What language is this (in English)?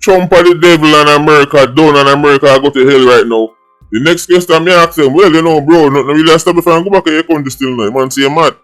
Jamaican Creole English